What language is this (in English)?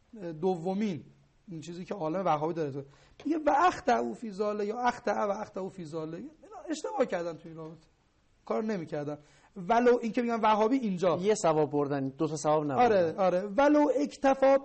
Persian